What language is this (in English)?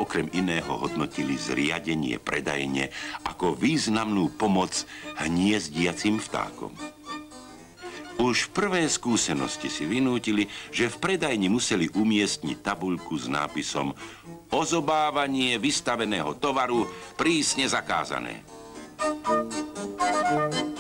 Slovak